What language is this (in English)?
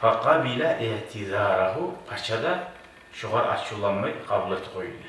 Kumyk